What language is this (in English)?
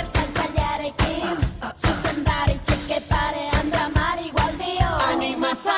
Basque